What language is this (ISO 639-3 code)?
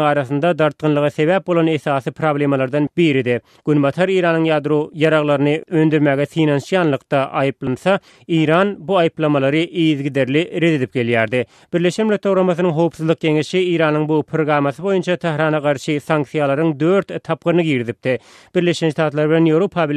tuk